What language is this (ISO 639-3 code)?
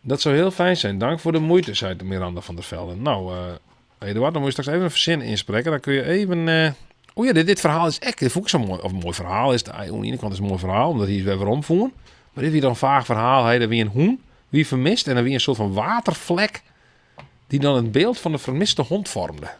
fry